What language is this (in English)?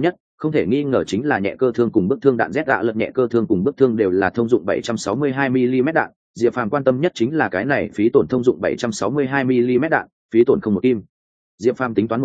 Vietnamese